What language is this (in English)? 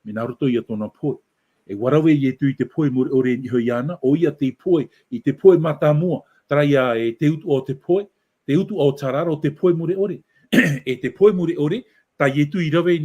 Tahitian